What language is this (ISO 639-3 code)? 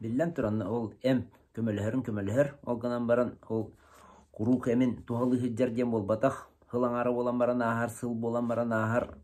sah